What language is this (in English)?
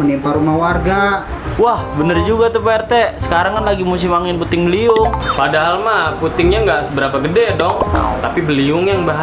Betawi